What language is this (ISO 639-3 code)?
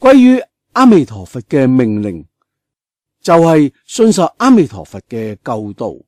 yue